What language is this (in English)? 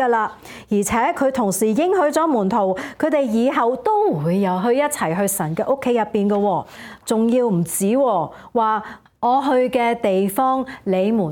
Cantonese